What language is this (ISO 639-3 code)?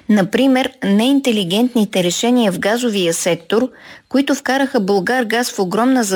bul